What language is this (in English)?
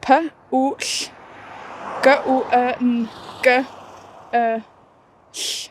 Welsh